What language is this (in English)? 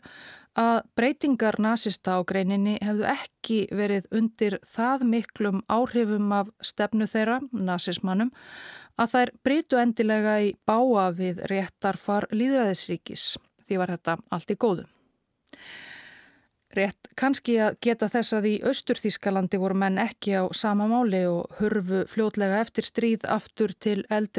Icelandic